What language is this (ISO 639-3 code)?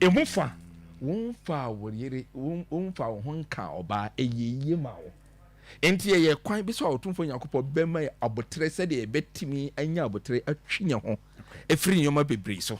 aka